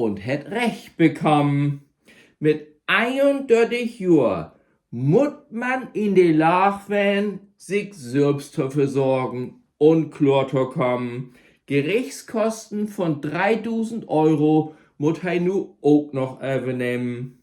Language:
Low German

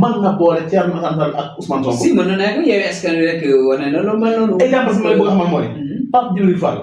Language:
Wolof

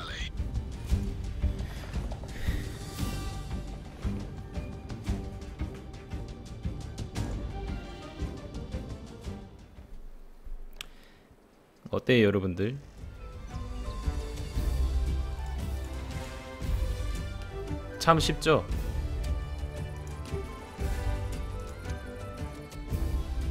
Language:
Korean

